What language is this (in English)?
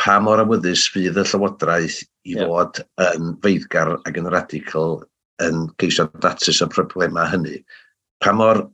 Welsh